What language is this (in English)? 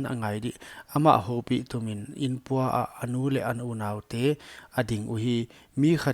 Paite Chin